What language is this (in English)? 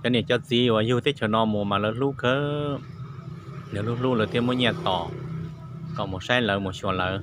Hmong